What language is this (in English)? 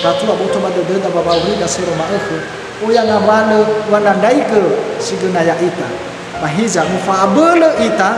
Nias